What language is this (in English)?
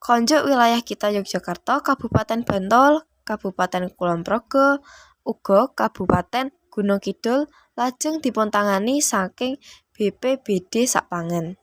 Javanese